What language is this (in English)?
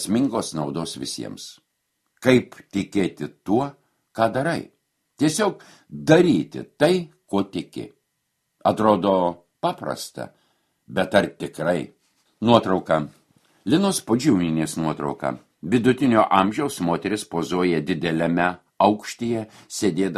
Lithuanian